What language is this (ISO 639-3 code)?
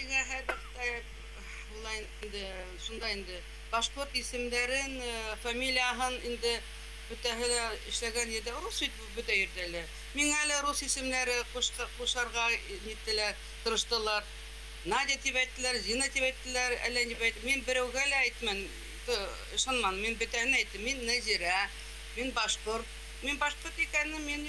bak